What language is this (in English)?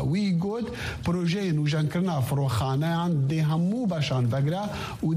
Kurdish